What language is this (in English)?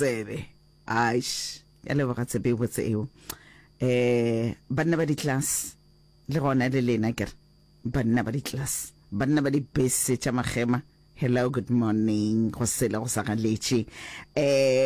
Northern Sotho